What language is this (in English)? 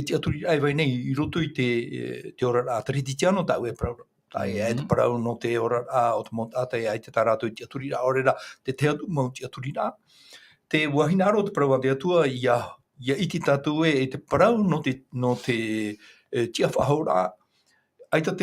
Tahitian